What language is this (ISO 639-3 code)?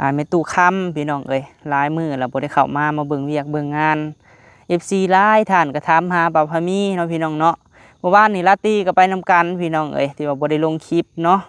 lao